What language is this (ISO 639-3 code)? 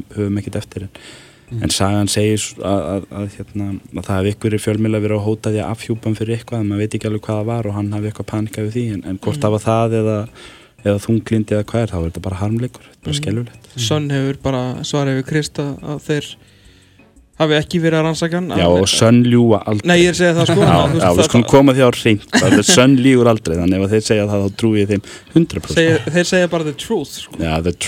isl